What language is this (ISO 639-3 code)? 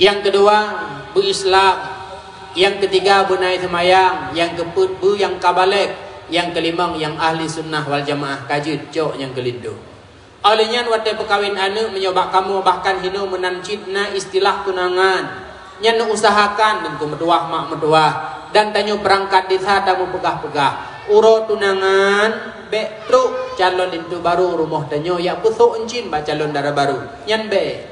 ace